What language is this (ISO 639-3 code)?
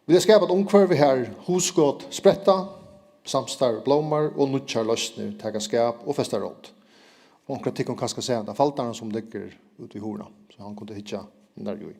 fao